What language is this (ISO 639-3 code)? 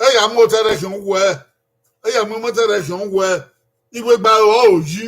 bin